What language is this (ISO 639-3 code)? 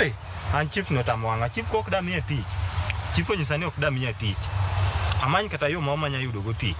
luo